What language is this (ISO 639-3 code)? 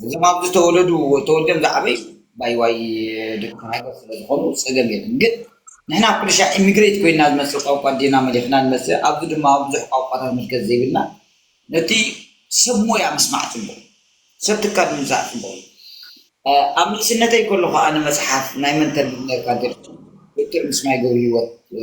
tir